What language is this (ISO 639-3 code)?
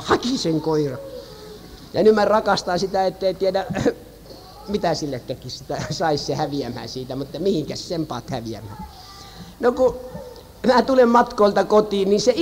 fin